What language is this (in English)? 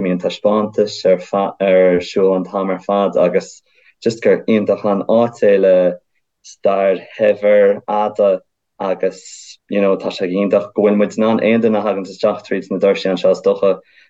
Irish